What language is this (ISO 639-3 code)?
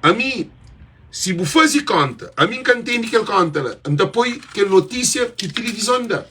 kea